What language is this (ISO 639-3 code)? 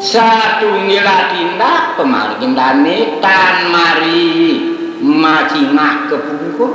ban